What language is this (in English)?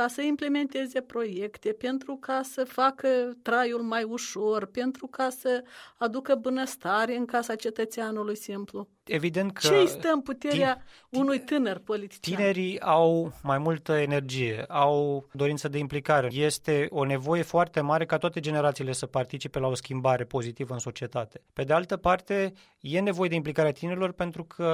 Romanian